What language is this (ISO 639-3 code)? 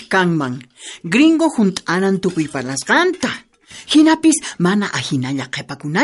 quh